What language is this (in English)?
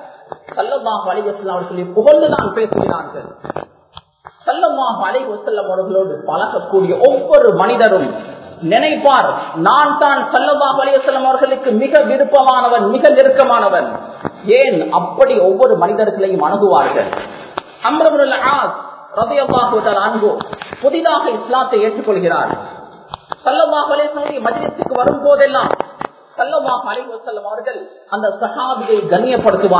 Tamil